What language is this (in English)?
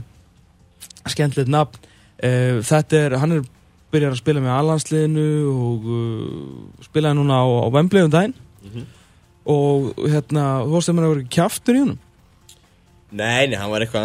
Icelandic